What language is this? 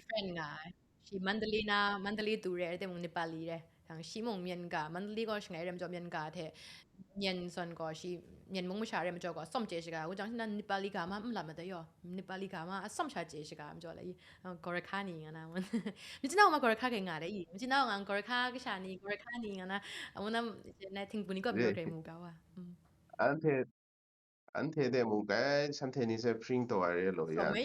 Kachin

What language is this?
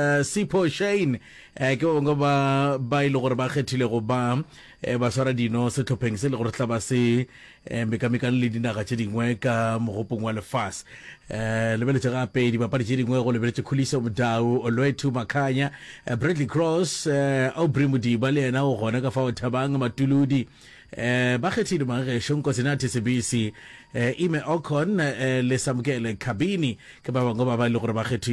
Northern Sotho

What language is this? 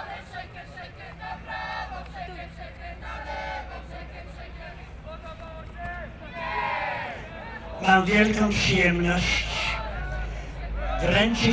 Polish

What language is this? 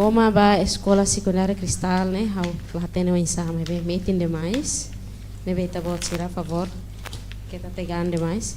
Tetum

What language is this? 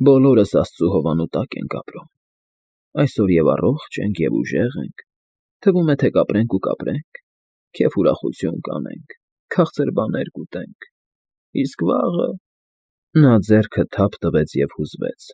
Armenian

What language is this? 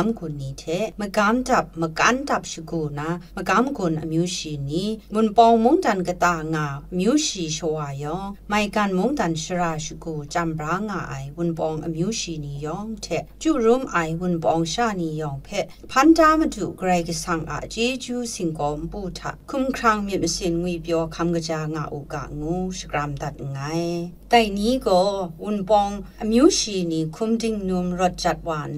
Kachin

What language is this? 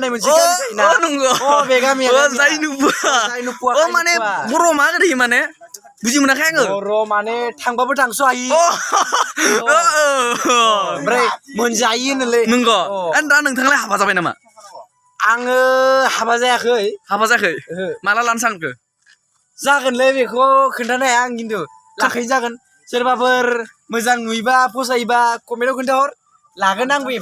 Bodo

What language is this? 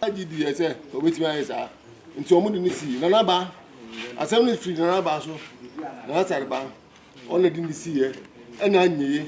Akan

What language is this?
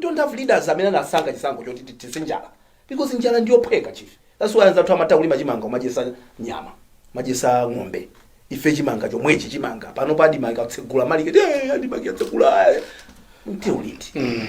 Nyanja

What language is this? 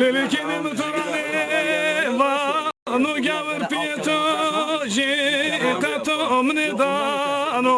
Zaza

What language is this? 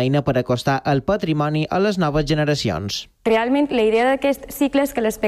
Catalan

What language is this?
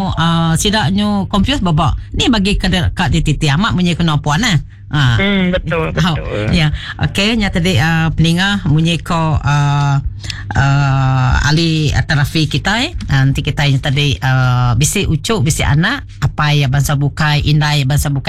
Iban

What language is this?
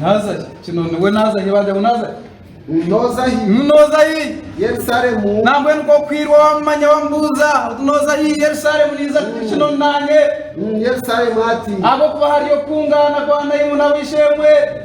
Nyankole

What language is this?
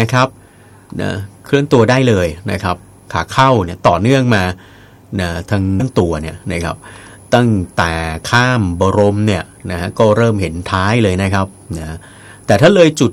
Thai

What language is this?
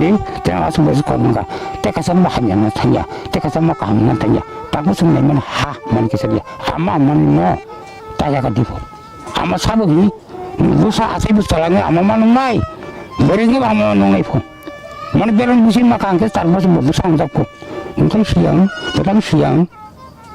Kok Borok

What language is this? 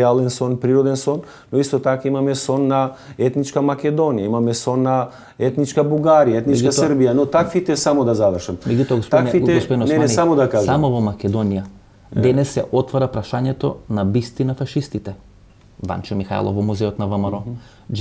Macedonian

